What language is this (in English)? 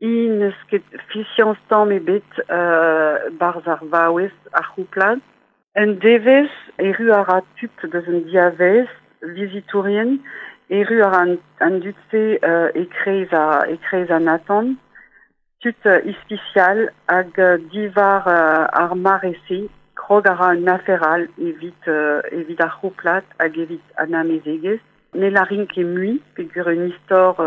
Breton